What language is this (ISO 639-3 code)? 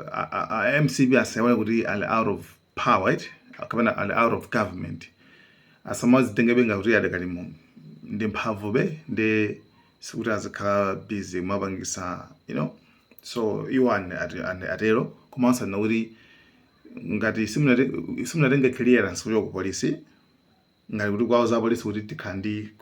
nya